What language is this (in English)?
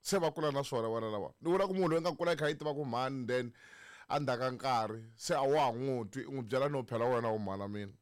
Tsonga